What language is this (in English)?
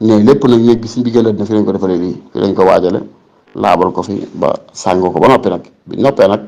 Wolof